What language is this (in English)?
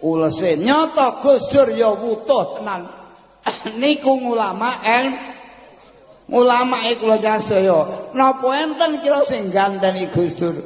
Javanese